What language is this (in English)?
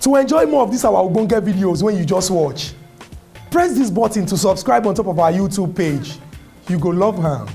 Nigerian Pidgin